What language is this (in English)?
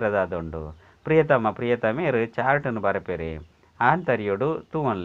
Tulu